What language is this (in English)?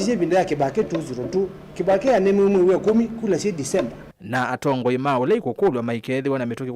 Kamba